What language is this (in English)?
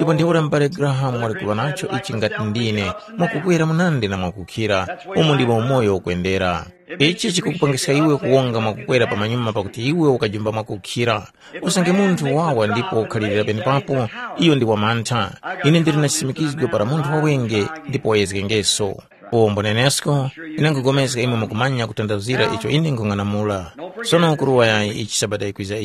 Tumbuka